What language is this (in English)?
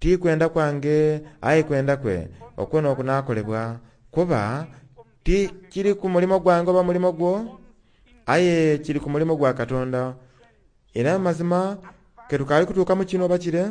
Soga